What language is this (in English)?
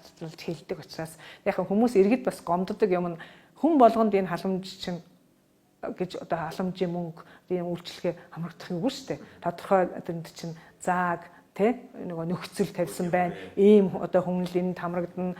Mongolian